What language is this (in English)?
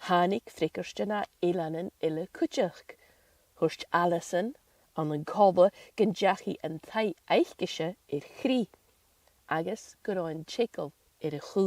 Scottish Gaelic